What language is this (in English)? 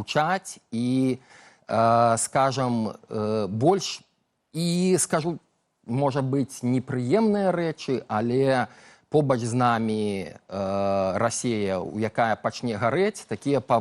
Belarusian